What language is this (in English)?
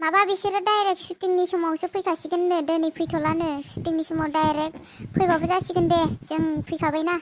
Bodo